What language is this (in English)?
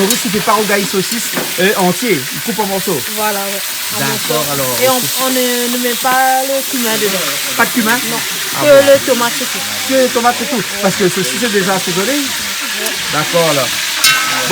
Réunion Creole French